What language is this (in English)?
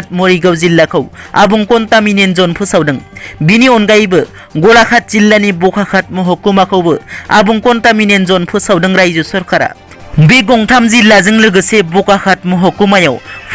Bodo